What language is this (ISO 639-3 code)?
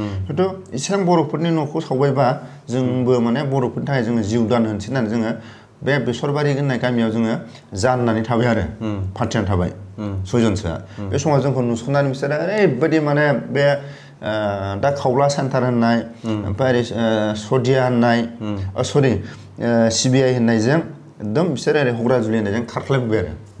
brx